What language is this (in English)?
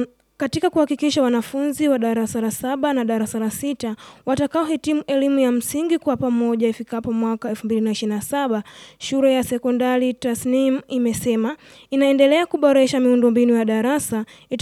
Swahili